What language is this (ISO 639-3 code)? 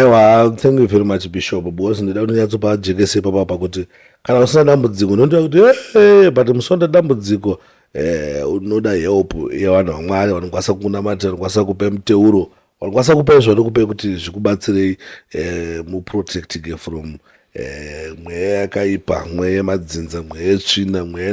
sna